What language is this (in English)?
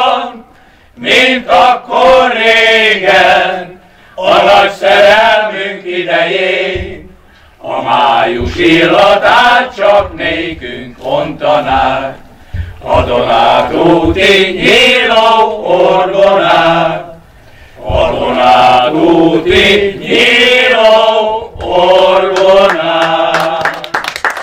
Hungarian